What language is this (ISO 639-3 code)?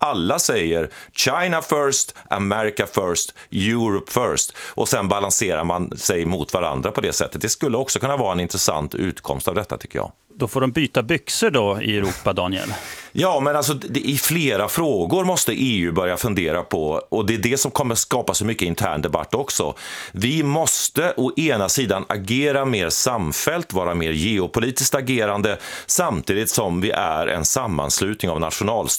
swe